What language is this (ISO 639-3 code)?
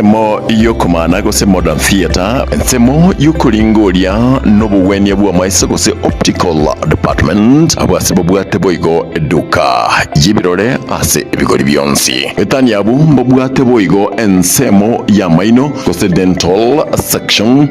guz